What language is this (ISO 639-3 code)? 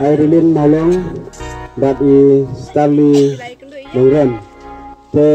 kha